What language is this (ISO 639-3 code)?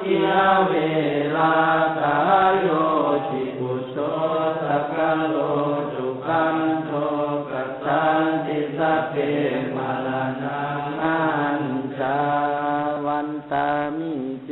pli